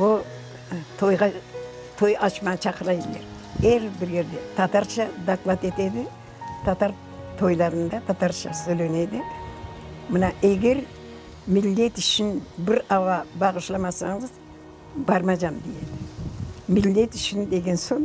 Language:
Crimean Tatar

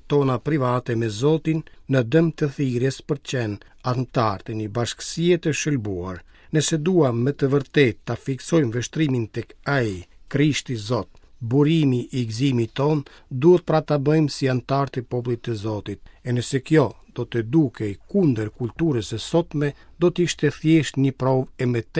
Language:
Albanian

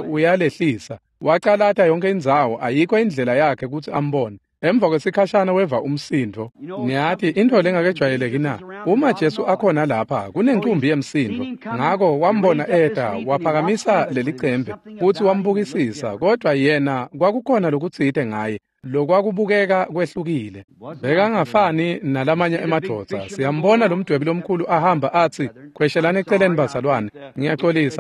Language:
Swati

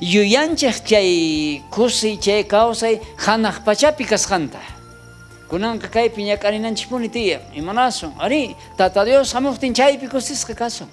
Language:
South Bolivian Quechua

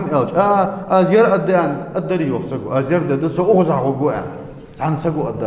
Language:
Ingush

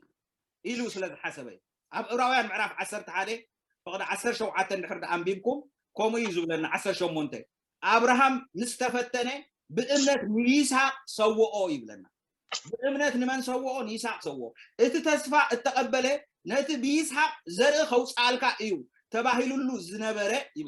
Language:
Tigrinya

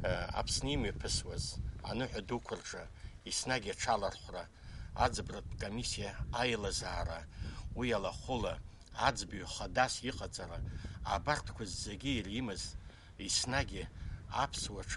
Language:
Abkhazian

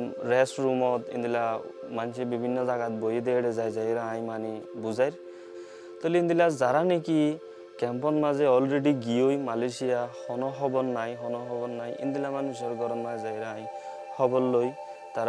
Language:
Rohingya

